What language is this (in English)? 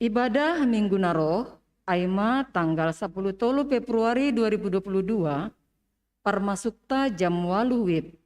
Batak Simalungun